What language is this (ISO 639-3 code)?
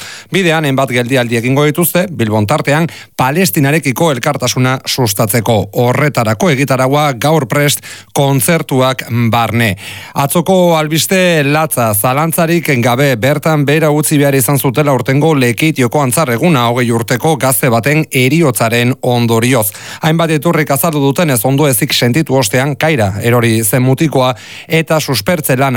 eus